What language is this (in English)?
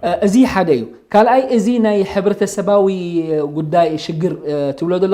Tigrinya